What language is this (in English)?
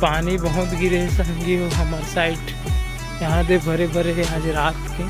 Chhattisgarhi